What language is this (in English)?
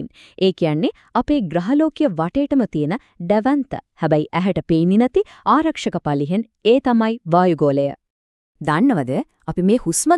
Sinhala